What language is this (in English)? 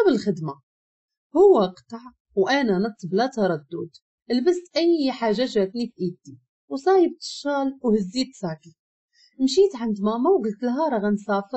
Moroccan Arabic